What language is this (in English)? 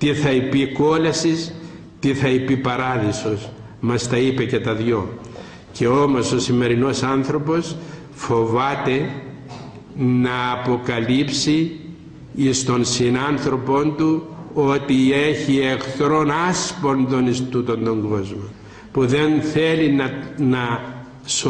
Greek